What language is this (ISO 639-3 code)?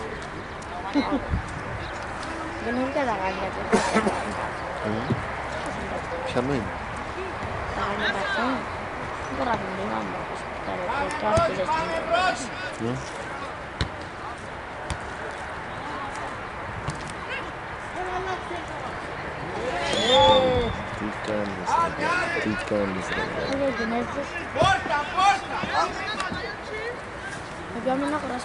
ell